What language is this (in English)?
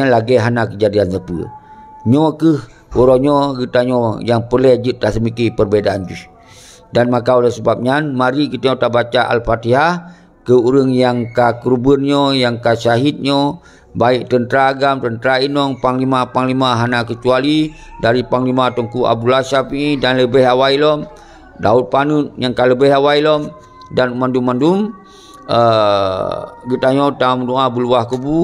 Achinese